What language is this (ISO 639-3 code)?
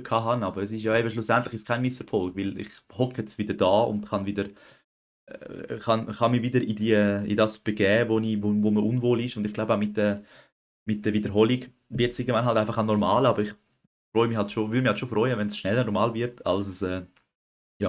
gsw